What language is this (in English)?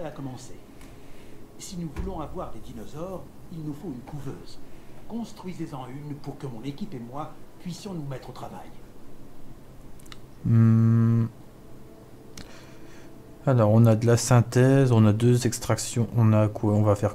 French